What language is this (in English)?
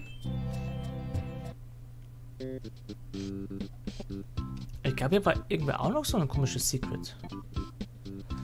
German